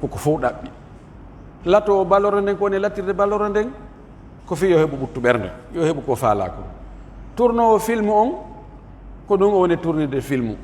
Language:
Pular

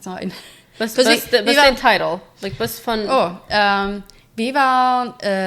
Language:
Plautdietsch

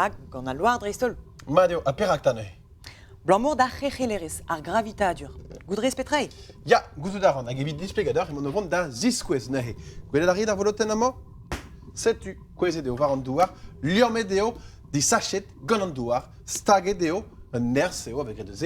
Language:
Breton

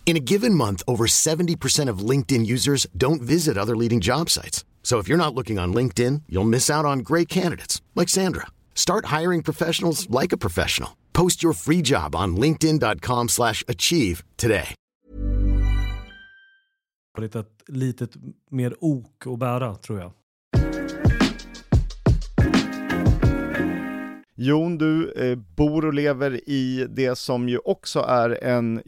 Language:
Swedish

